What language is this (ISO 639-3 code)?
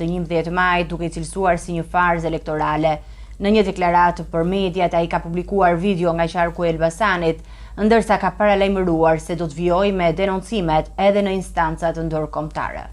sqi